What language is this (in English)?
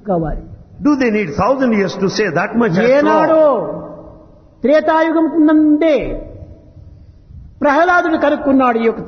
Telugu